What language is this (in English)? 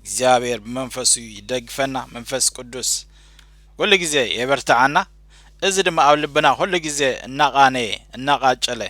Tigrinya